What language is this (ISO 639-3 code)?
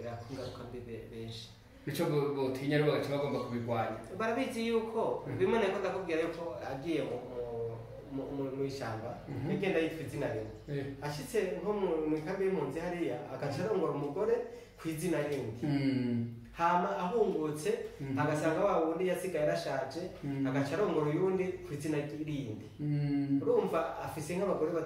run